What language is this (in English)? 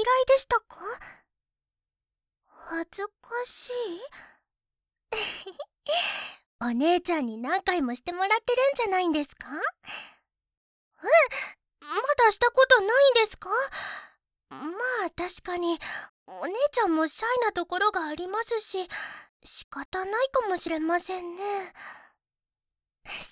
Japanese